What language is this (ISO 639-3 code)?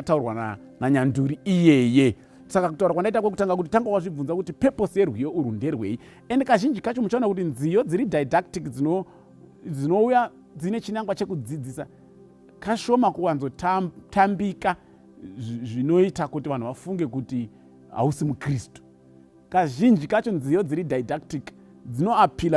sna